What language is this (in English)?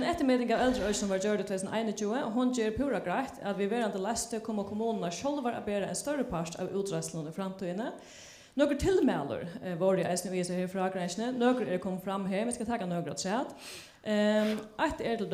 Faroese